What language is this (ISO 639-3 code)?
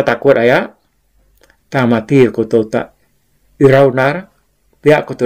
iba